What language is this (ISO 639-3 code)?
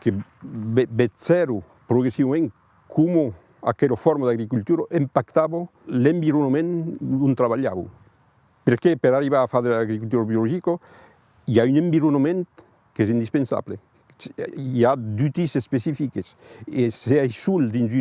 oci